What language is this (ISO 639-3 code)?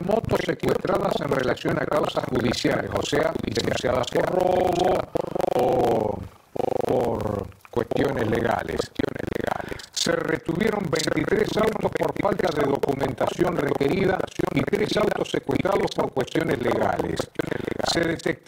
spa